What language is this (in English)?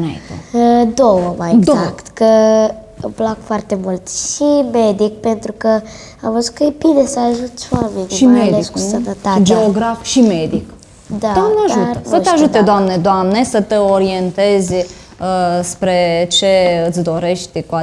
Romanian